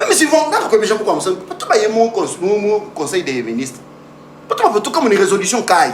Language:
Luba-Lulua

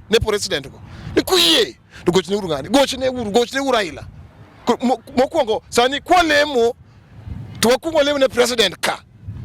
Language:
Luo (Kenya and Tanzania)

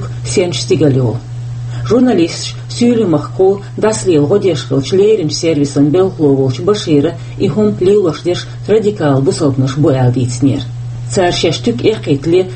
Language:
Chechen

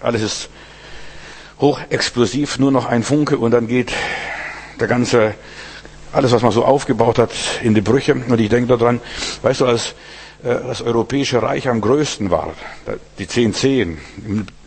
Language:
German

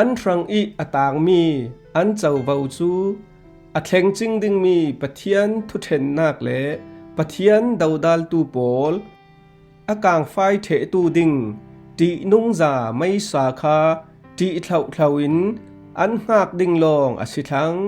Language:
Falam Chin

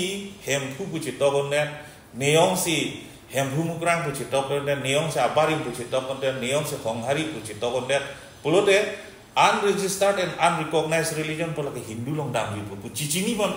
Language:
Karbi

